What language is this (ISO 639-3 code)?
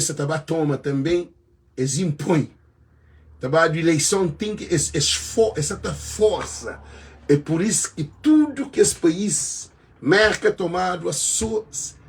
kea